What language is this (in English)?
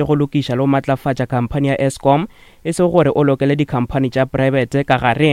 Northern Sotho